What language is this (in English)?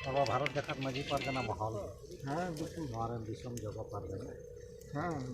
Santali